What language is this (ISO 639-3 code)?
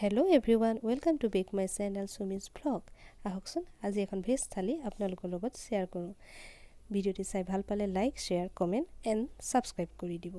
asm